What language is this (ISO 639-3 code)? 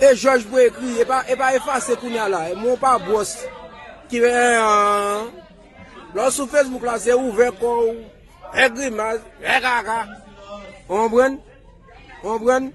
hat